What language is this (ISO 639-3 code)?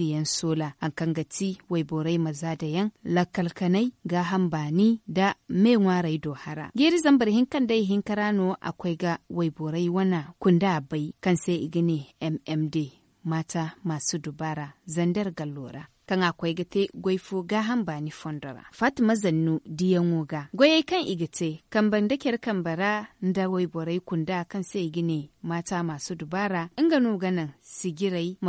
dje